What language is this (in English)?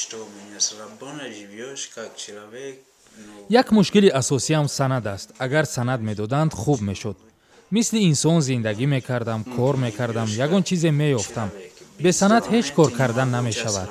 Tajik